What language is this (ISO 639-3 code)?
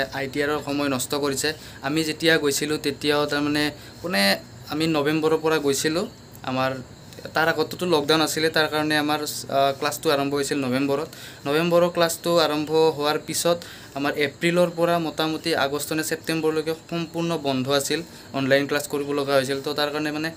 asm